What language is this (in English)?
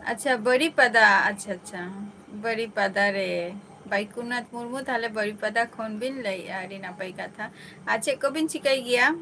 Santali